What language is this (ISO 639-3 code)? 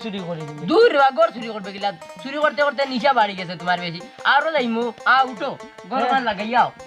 syl